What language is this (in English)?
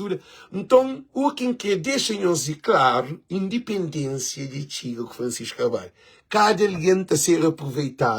Kabuverdianu